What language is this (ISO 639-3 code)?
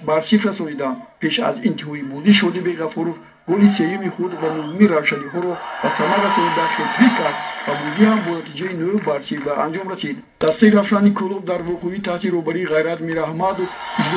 tgk